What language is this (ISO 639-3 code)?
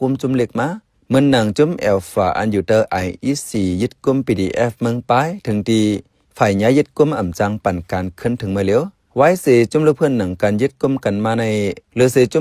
shn